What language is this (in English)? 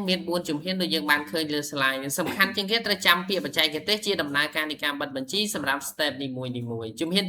Khmer